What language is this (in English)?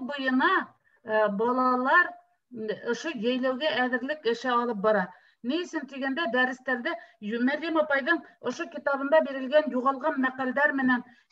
Bashkir